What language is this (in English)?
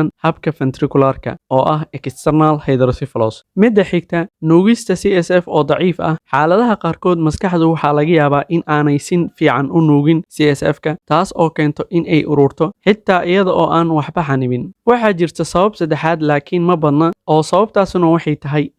Somali